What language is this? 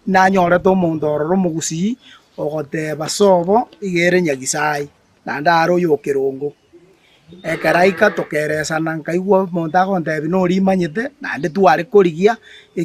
Gusii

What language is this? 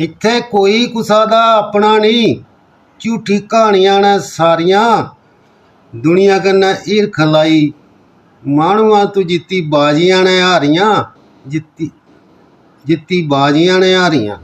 Dogri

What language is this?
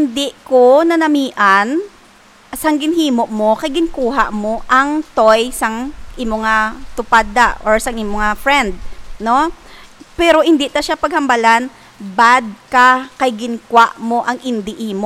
Hiligaynon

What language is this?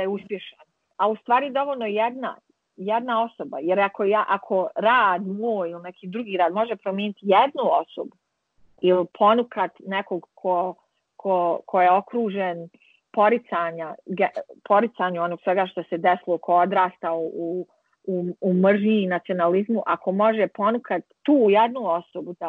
Bosnian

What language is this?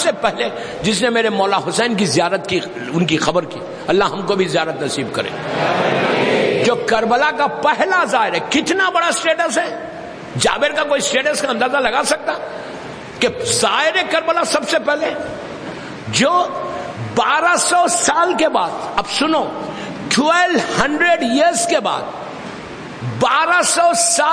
Urdu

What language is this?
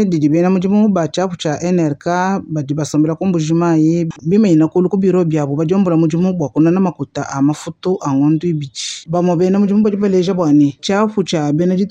Luba-Lulua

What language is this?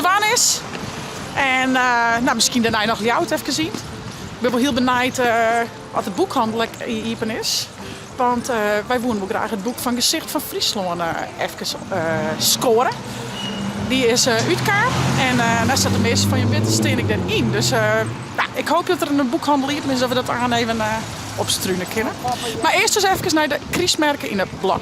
Western Frisian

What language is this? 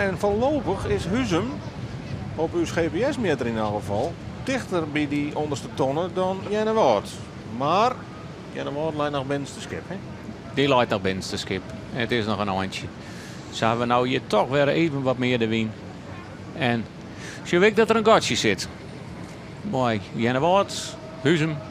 Western Frisian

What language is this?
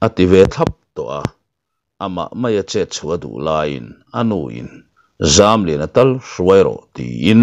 Mizo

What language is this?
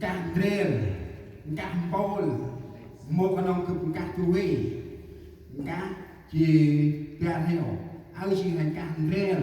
Central Mnong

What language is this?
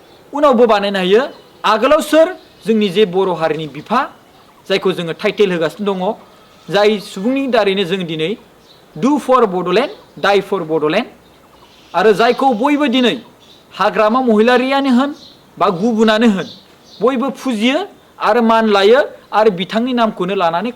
Bodo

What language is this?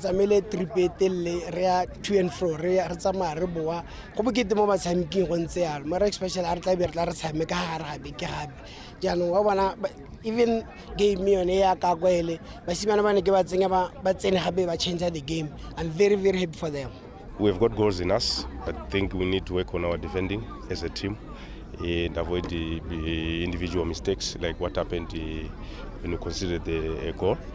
Tswana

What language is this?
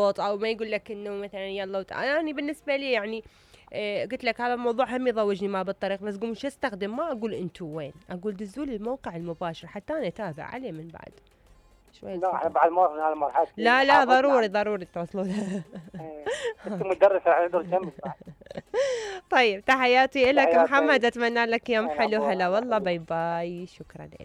Mesopotamian Arabic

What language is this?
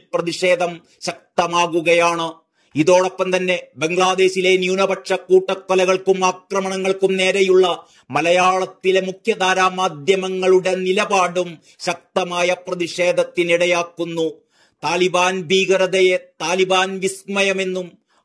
Malayalam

